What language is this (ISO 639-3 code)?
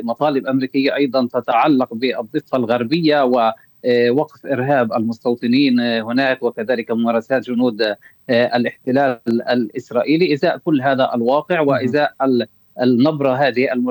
ara